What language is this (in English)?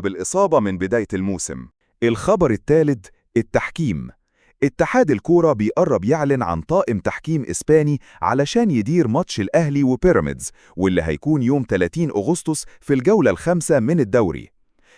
Egyptian Arabic